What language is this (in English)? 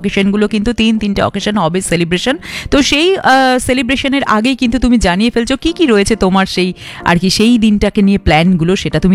Bangla